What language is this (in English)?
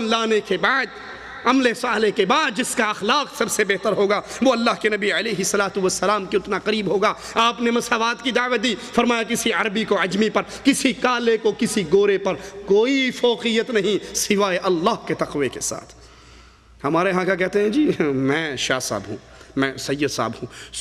Urdu